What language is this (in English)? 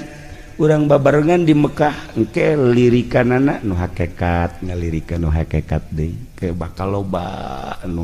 Sundanese